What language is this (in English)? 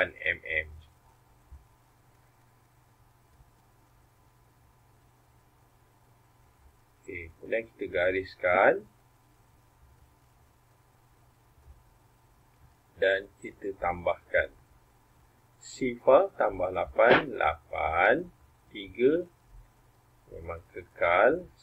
Malay